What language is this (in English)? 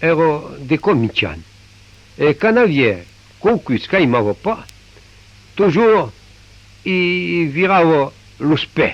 Occitan